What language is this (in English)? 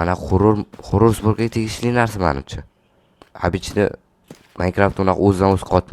Uzbek